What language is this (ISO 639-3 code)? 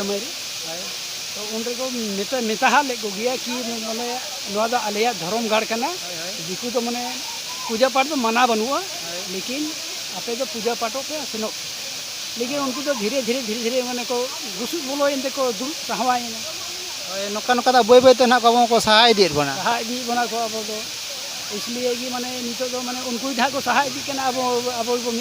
sat